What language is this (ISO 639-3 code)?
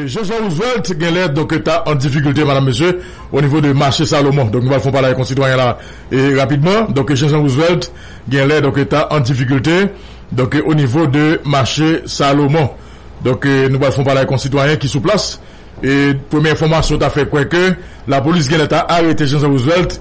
hat